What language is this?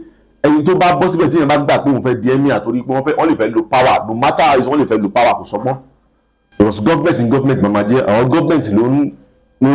Yoruba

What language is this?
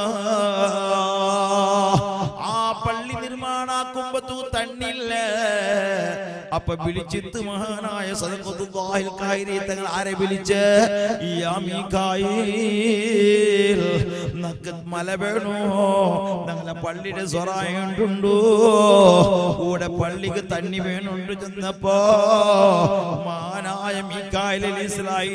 Malayalam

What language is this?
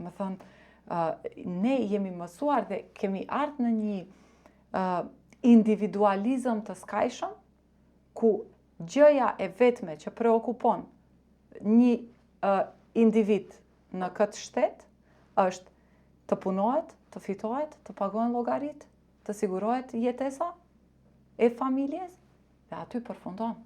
Albanian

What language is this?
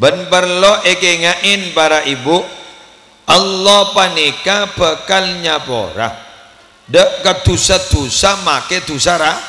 Madurese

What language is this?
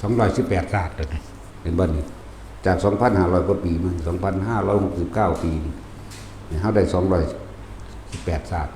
Northeastern Thai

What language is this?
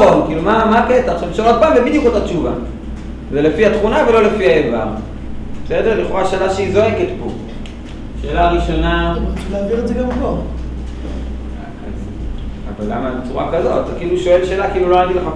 Hebrew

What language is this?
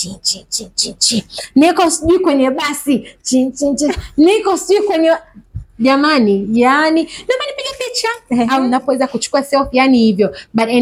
Swahili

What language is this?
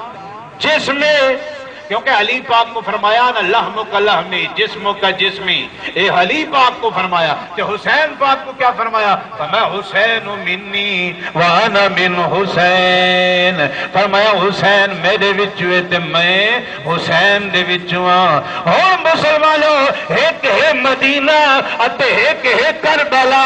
Saraiki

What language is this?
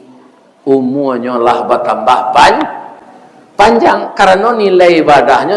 Minangkabau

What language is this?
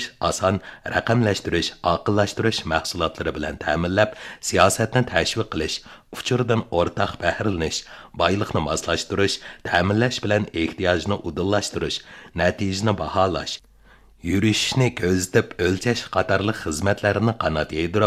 Uyghur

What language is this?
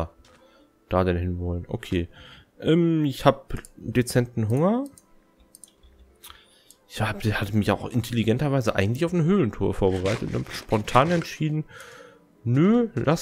German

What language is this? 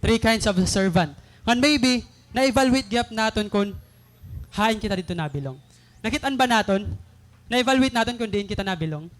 Waray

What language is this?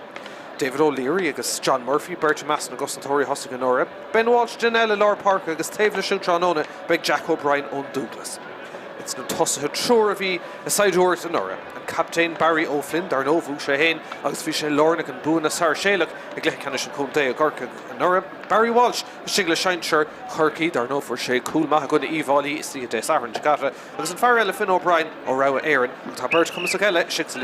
Irish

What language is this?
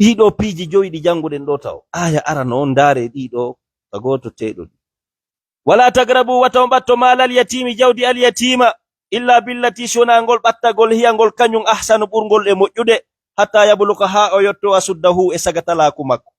Fula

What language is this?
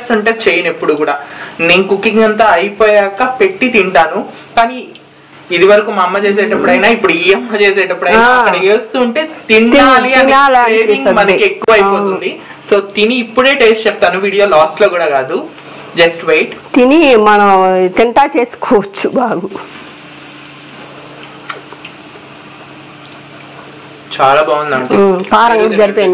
Telugu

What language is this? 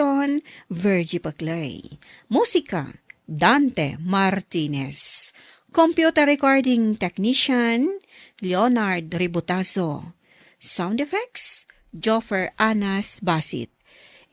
Iloko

